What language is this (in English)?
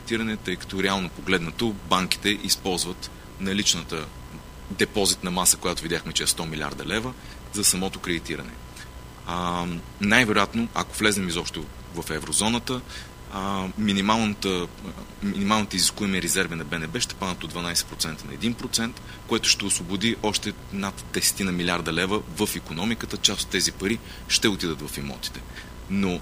Bulgarian